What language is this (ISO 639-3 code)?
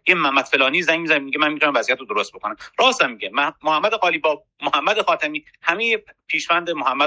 fas